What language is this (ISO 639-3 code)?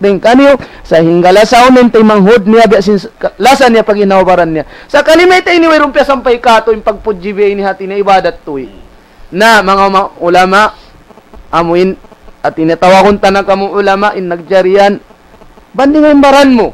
tsg